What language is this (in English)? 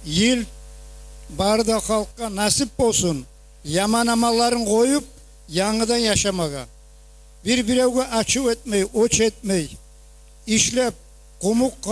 Kumyk